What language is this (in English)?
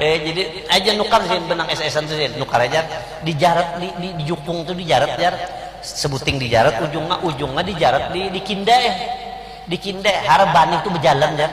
Banjar